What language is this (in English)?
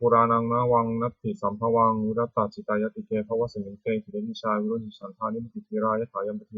Pali